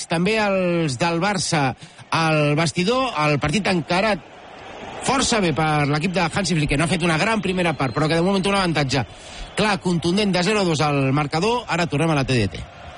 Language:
Catalan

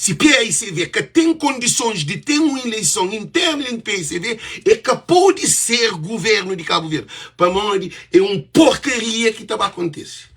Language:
Kabuverdianu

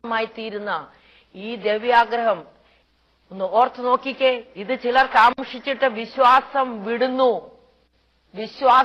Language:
Malayalam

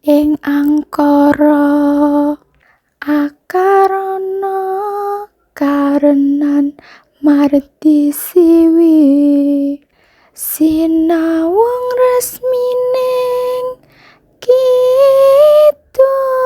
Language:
Javanese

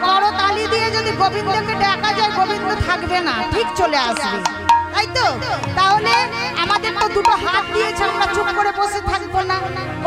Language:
Bangla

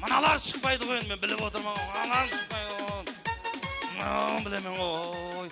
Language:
Kara-Kalpak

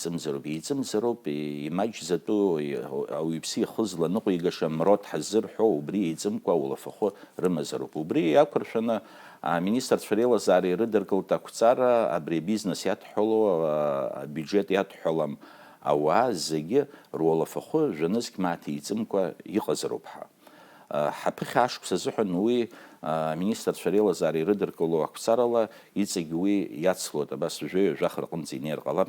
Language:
Abkhazian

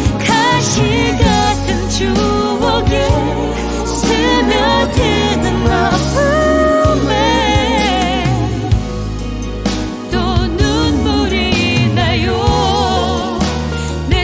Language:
Korean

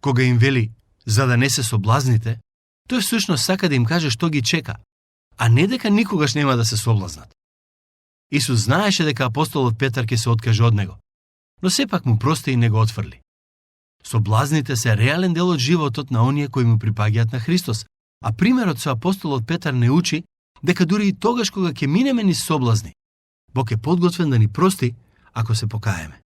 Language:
Macedonian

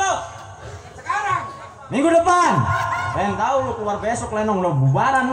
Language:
Betawi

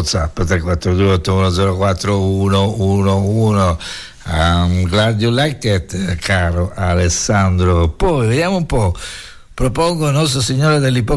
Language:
Italian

